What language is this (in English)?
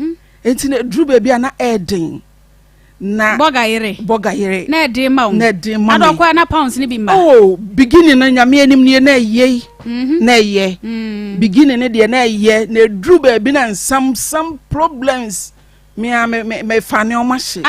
Akan